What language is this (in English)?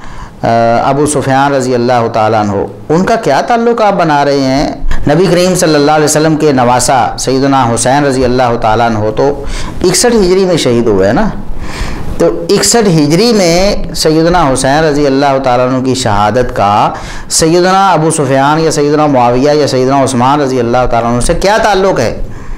Urdu